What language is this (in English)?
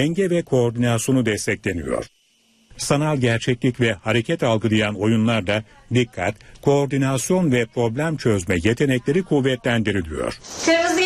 Turkish